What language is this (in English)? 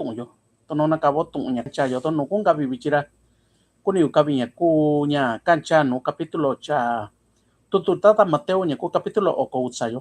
Mixtepec Mixtec